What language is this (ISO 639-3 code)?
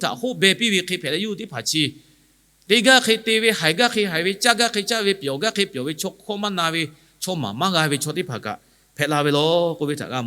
lhu